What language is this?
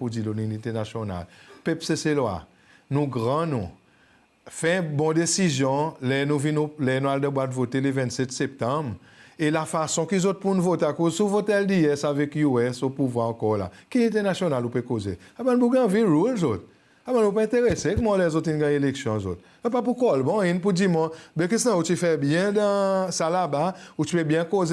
Seselwa Creole French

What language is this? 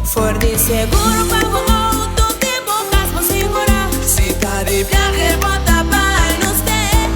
Papiamento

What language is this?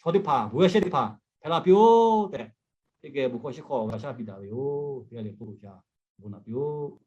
Lahu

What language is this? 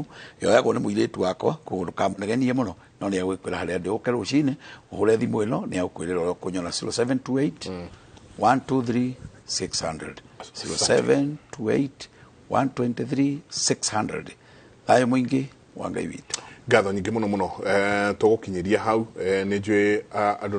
Kikuyu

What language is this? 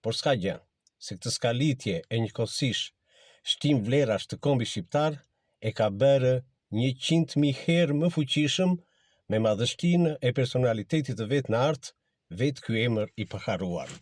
Albanian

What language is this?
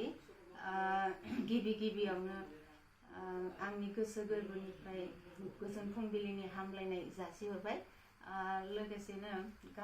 Bodo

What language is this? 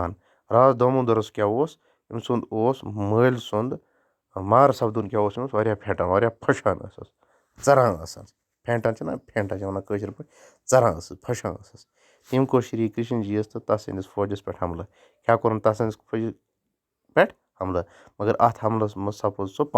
Kashmiri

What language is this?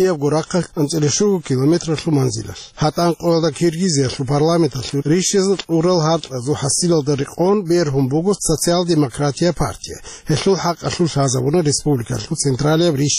Avaric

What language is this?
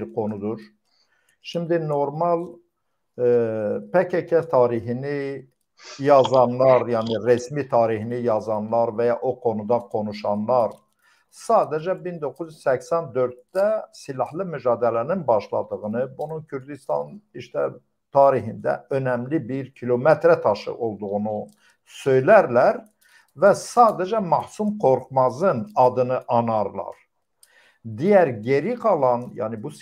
Turkish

